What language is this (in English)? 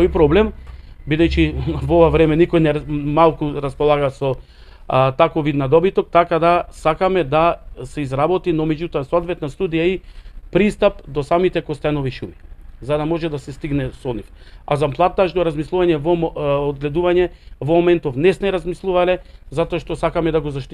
Macedonian